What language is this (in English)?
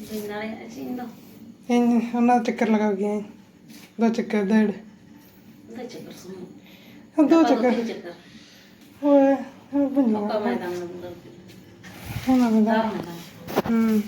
Santali